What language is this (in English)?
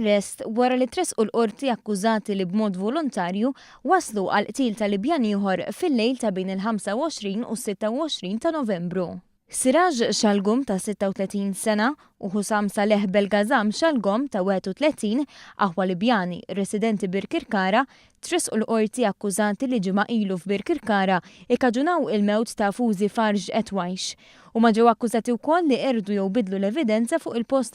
Maltese